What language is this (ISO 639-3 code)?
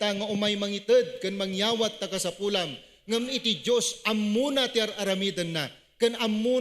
ilo